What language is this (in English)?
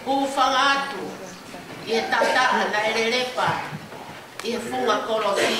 Tongan